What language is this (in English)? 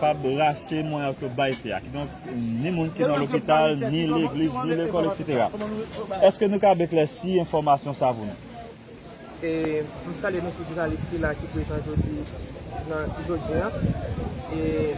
Haitian Creole